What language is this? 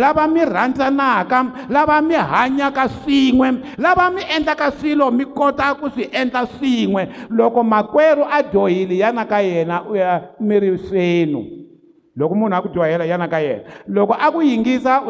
Tsonga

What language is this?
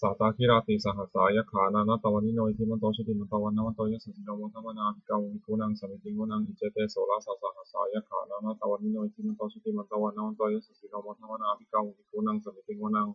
Pali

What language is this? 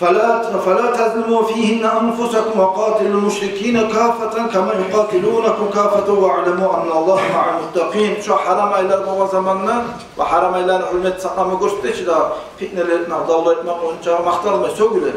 Kumyk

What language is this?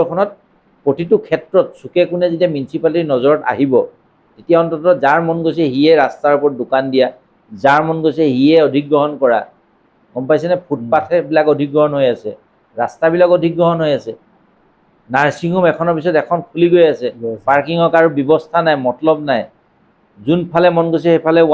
Assamese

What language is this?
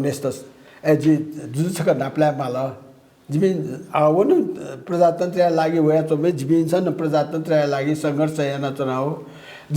Newari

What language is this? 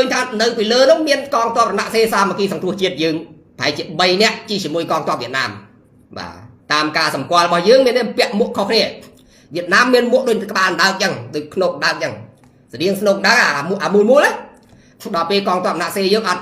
Khmer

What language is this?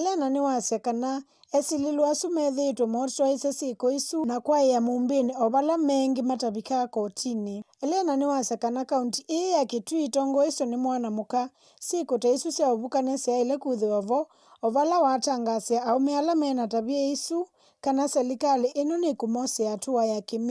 Kamba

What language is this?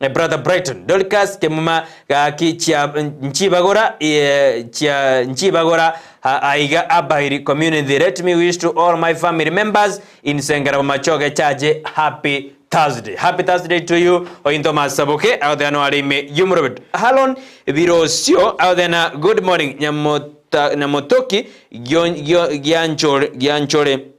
Gusii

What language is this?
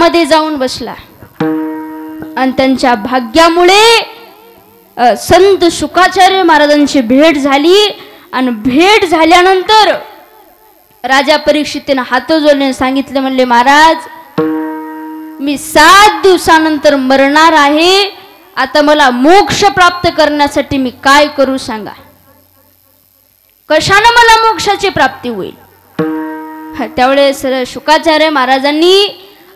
Marathi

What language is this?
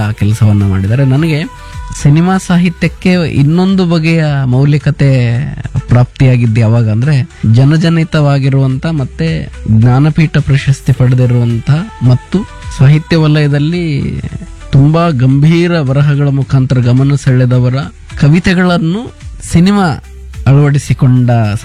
Kannada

